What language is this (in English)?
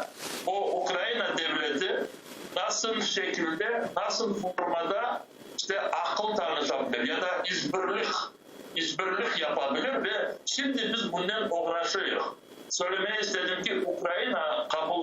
Crimean Tatar